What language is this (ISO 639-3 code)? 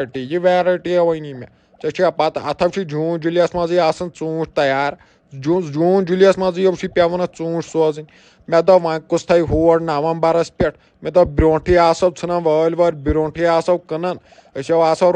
kas